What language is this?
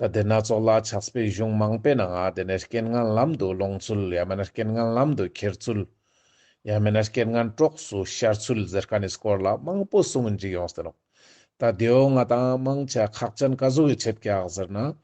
Ladakhi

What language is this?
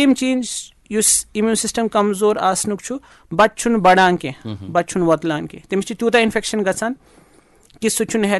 Kashmiri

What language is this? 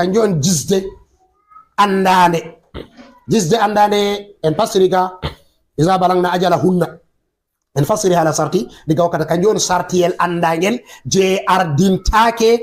Fula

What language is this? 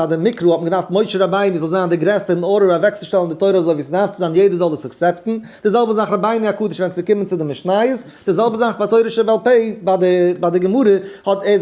Yiddish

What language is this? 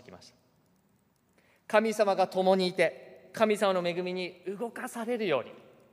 Japanese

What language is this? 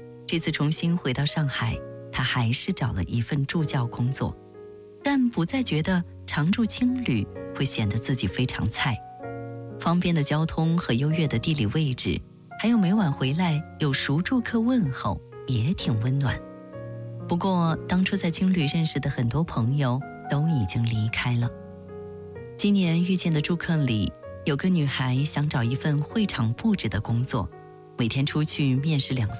Chinese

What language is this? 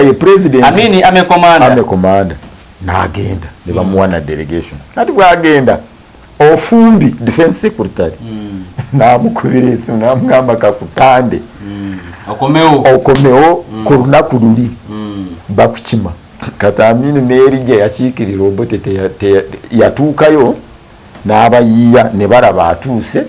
Ganda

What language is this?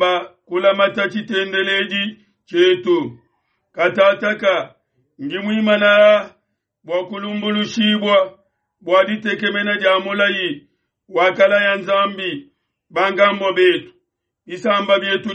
Luba-Lulua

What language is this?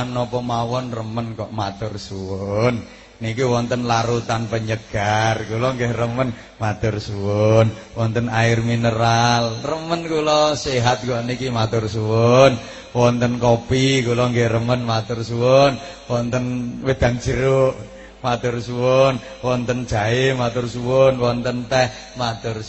Javanese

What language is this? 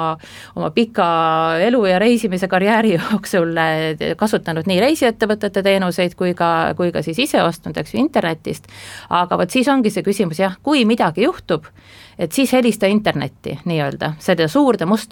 Estonian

